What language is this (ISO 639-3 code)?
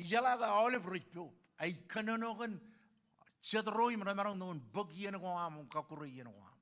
mah